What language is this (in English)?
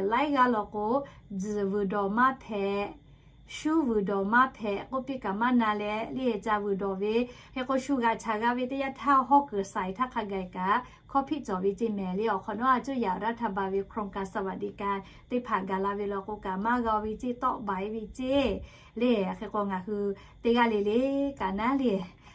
Lahu